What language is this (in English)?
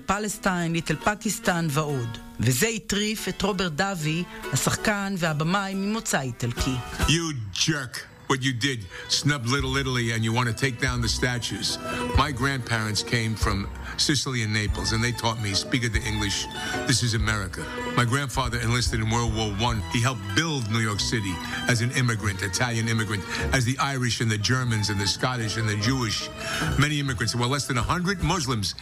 Hebrew